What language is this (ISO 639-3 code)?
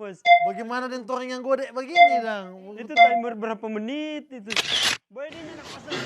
xmm